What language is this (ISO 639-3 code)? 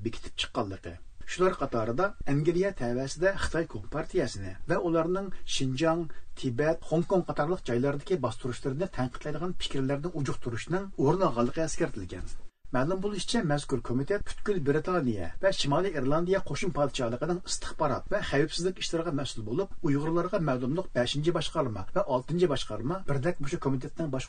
uig